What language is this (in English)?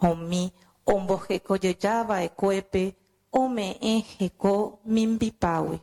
Guarani